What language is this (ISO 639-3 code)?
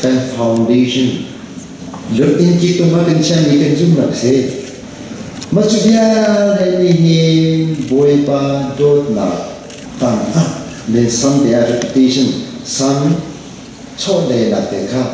cnh